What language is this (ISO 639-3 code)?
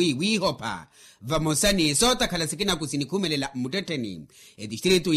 vmw